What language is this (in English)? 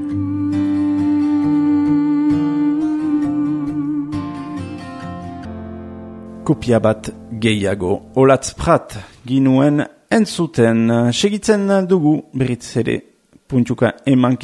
Basque